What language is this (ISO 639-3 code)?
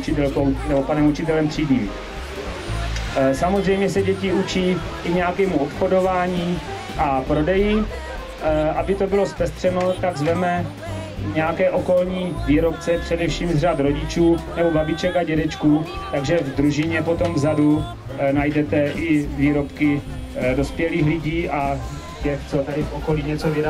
ces